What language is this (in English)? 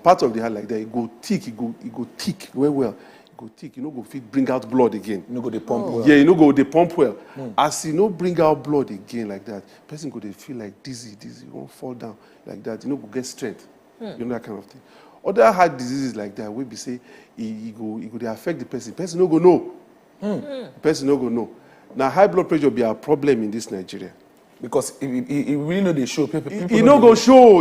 Nigerian Pidgin